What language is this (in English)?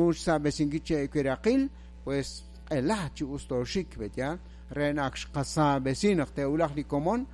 Kekchí